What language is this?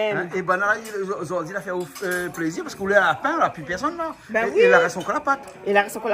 Réunion Creole French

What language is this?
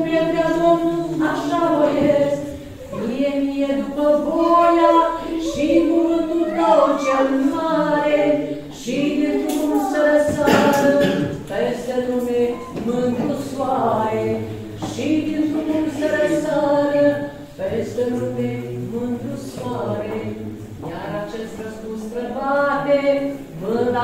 Romanian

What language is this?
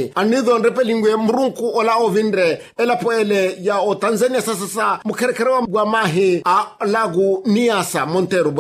Makhuwa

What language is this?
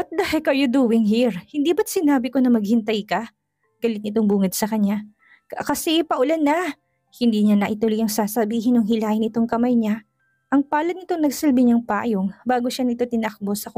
Filipino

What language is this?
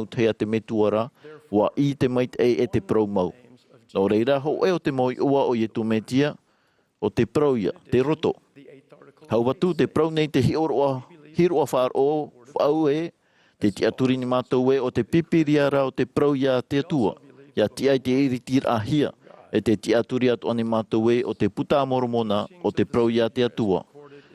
Tahitian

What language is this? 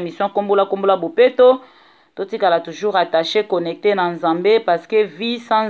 Lingala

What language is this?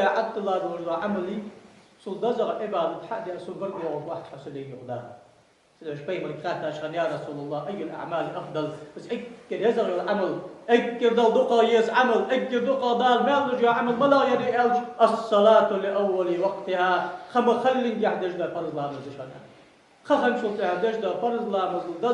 Ingush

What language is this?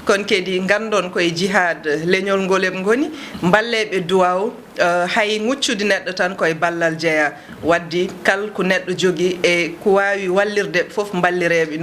Fula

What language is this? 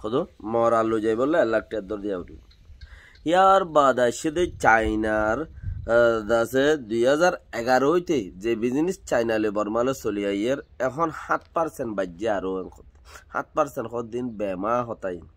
Rohingya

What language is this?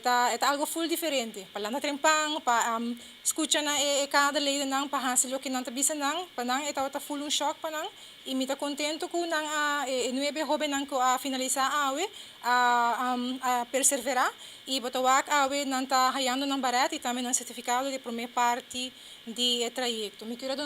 Papiamento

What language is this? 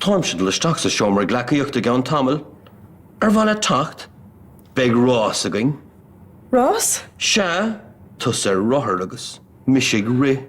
Irish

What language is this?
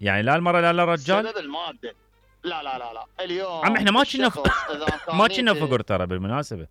Mesopotamian Arabic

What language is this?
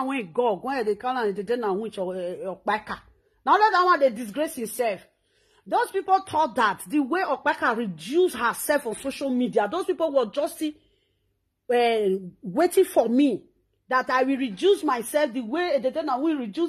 Nigerian Pidgin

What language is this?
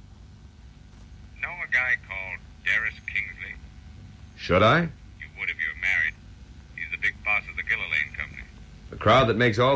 English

